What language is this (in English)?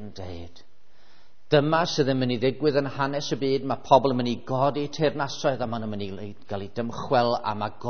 Welsh